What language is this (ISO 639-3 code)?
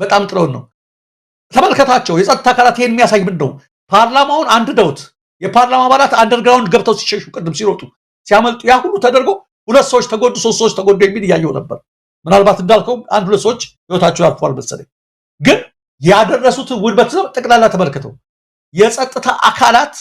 amh